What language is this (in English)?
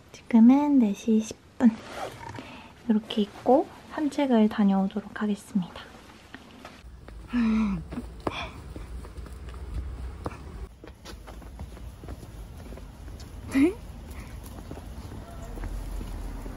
Korean